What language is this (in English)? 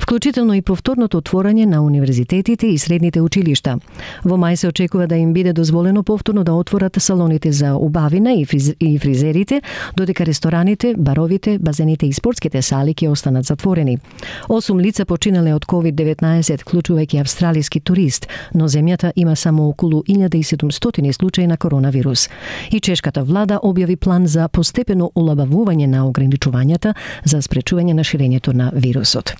Macedonian